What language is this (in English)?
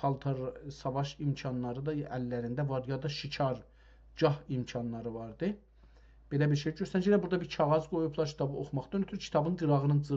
South Azerbaijani